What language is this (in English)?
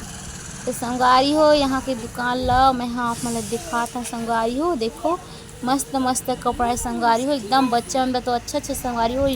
Chhattisgarhi